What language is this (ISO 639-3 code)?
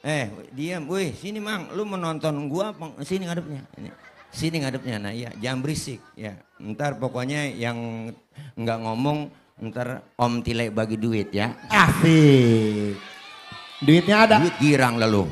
bew